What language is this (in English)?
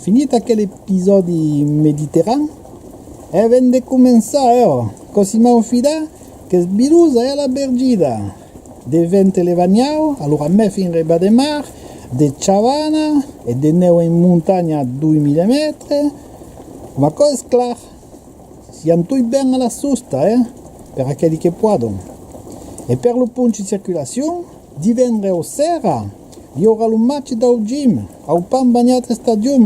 Occitan